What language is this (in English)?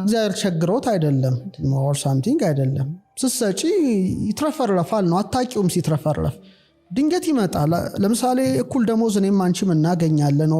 Amharic